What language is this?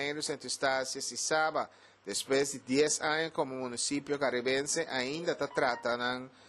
Papiamento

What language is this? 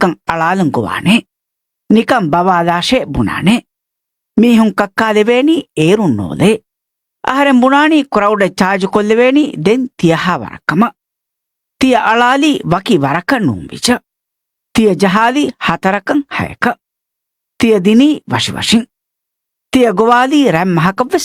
Divehi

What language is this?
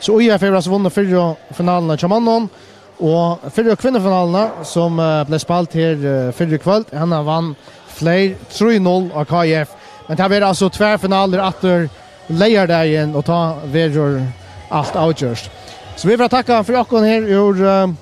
Faroese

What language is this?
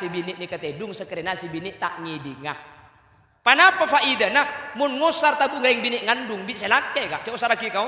Madurese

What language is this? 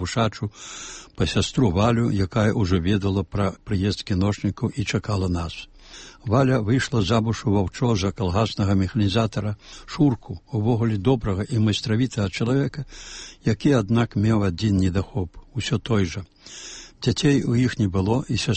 Belarusian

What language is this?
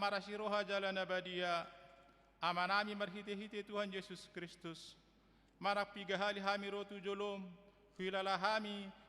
Batak Toba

